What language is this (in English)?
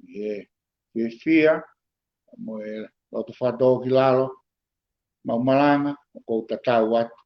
Tongan